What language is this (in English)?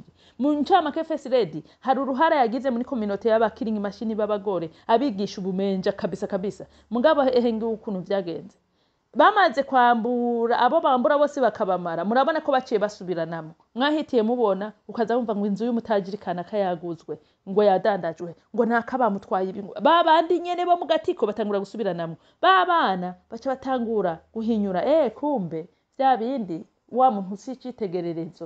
Rundi